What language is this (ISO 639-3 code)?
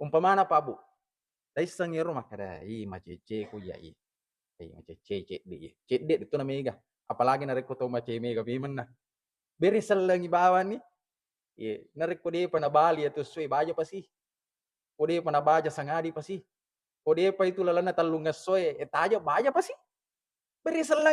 bug